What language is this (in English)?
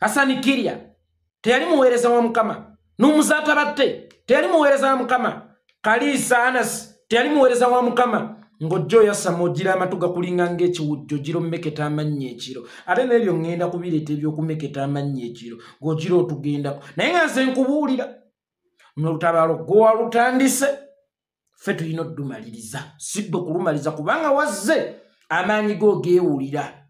Ganda